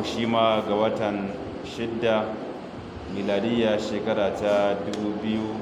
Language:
Hausa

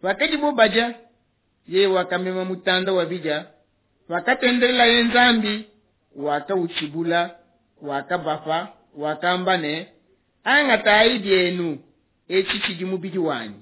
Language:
Luba-Lulua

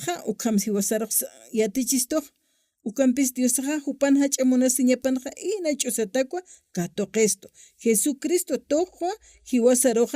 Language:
Aymara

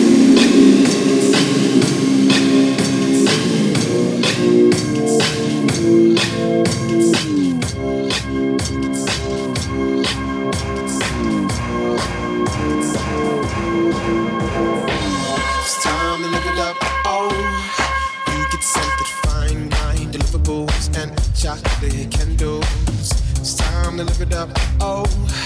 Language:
English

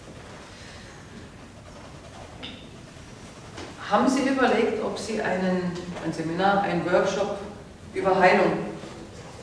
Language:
German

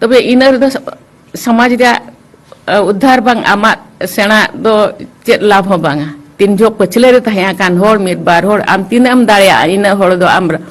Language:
Santali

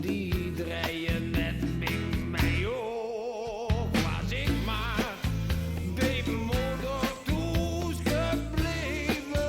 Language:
Limburgish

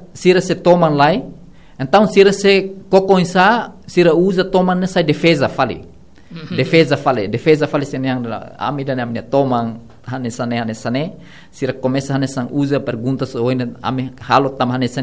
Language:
Tetum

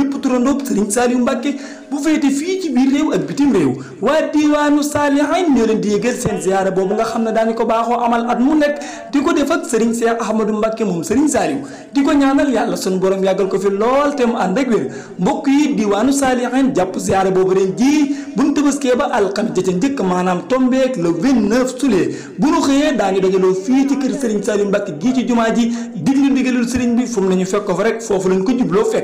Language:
Wolof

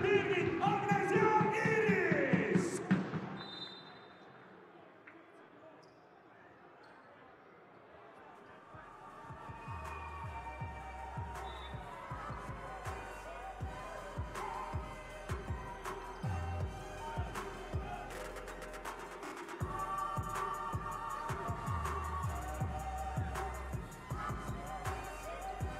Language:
Estonian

